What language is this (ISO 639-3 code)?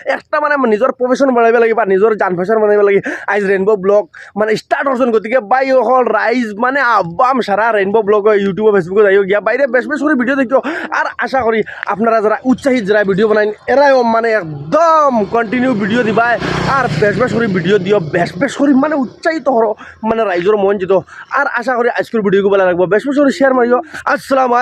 syl